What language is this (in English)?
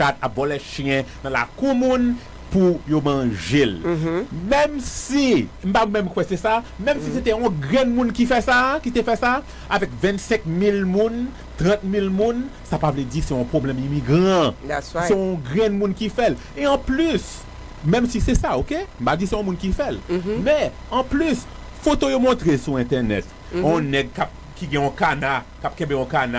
Haitian Creole